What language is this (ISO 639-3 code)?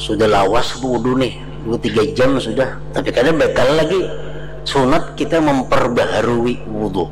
bjn